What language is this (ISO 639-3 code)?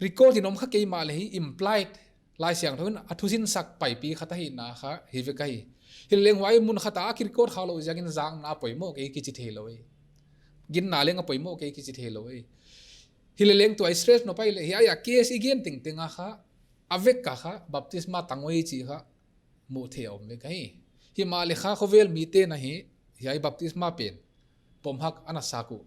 pck